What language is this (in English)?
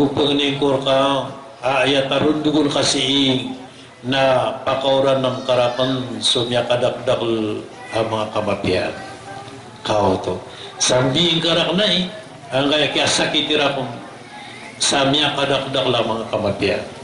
Maranao